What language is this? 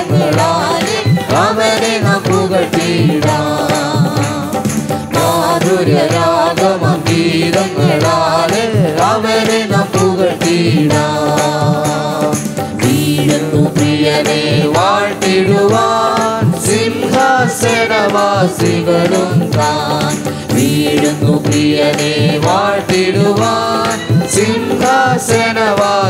Malayalam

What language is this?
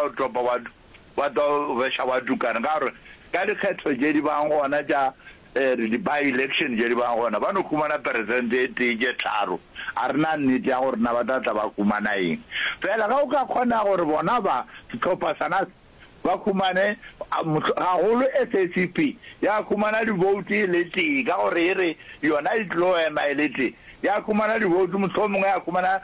Northern Sotho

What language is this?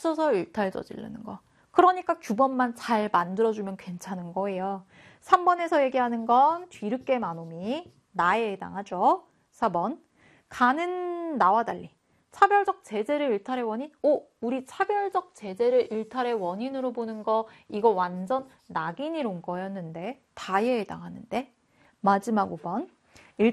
Korean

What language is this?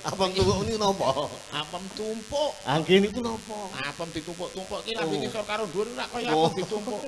Javanese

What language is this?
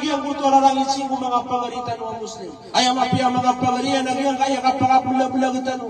Maranao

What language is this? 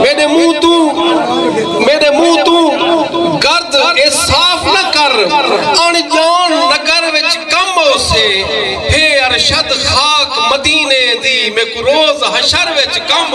Saraiki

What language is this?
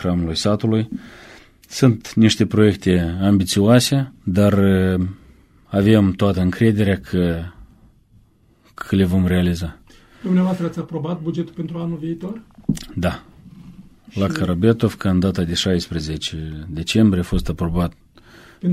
Romanian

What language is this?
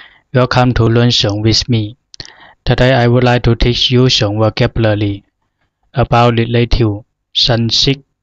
Zhuang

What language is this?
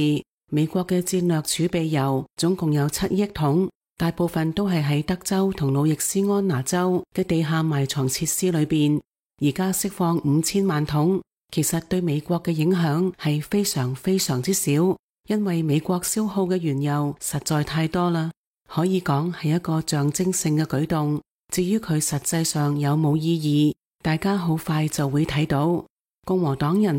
Cantonese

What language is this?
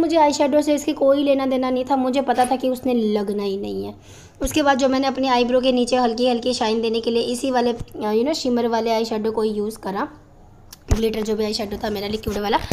Hindi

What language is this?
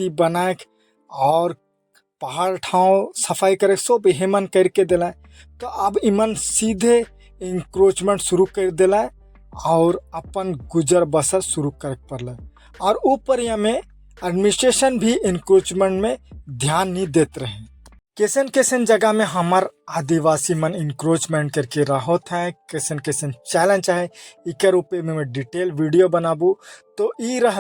Sadri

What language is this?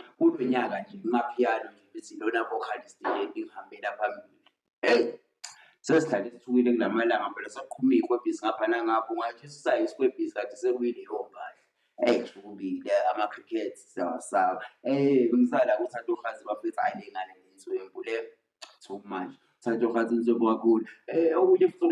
Zulu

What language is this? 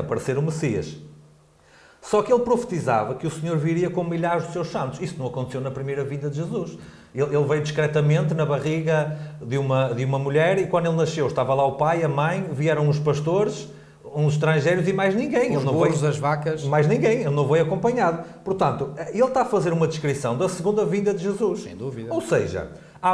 Portuguese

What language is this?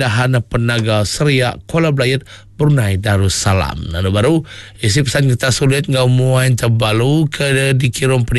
Iban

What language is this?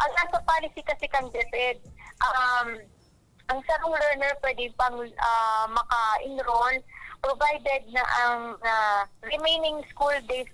Bikol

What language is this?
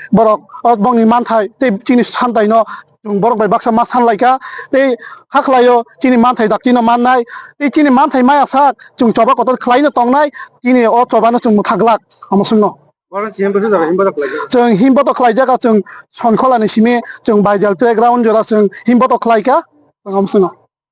Kok Borok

